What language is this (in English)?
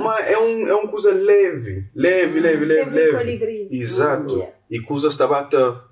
Kabuverdianu